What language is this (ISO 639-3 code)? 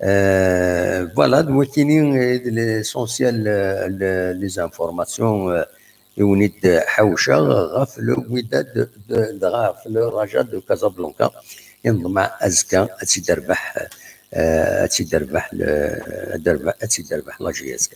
kab